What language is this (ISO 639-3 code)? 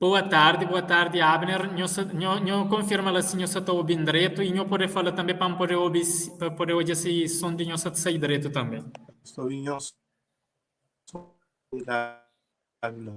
kea